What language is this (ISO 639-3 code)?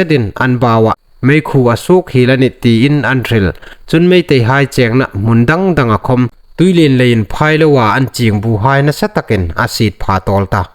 hmr